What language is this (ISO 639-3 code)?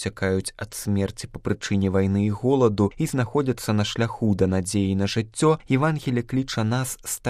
bel